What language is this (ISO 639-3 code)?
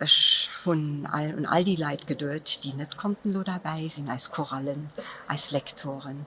ltz